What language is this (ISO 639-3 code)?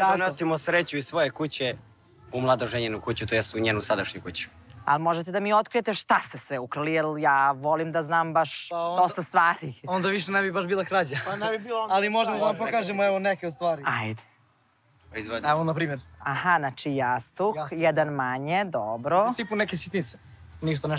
srp